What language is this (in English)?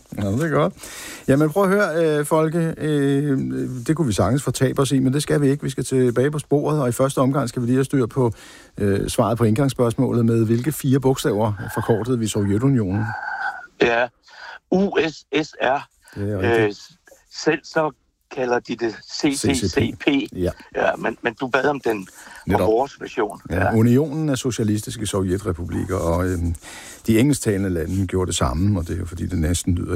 Danish